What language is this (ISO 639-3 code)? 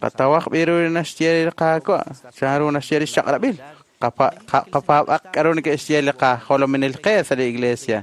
kek